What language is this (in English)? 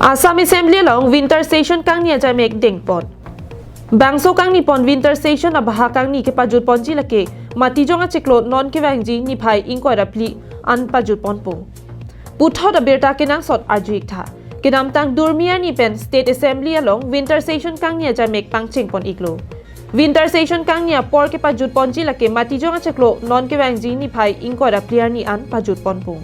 Karbi